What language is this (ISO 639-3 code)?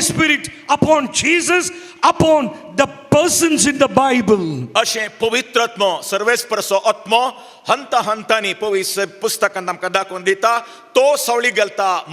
kok